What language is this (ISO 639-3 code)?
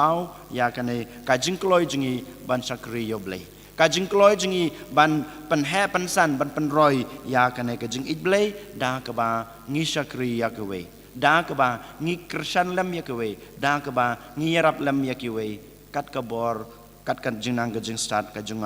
kha